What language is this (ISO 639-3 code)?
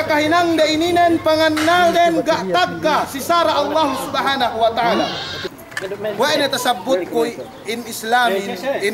yka